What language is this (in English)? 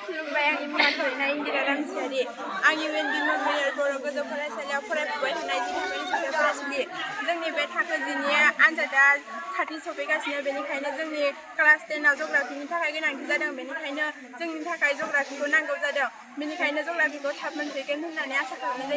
Bodo